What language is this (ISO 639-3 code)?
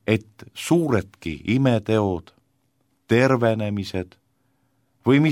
est